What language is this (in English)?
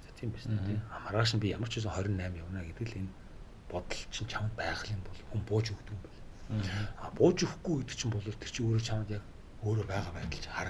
Mongolian